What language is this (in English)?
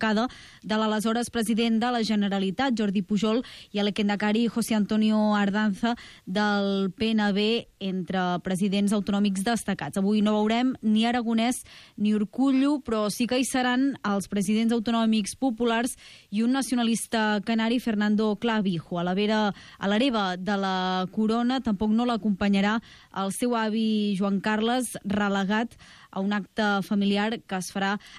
Catalan